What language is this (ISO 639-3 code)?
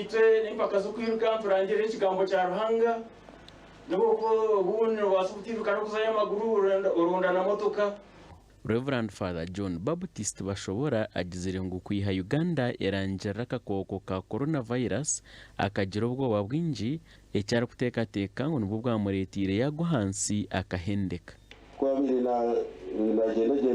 nyn